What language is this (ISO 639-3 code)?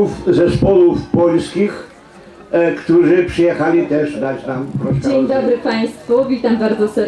rue